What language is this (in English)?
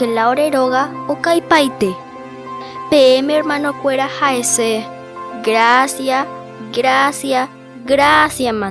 Guarani